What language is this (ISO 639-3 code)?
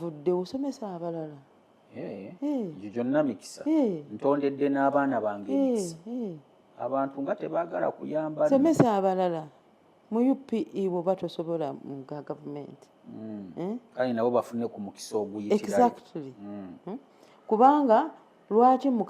lug